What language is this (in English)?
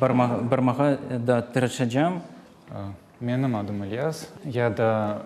Crimean Tatar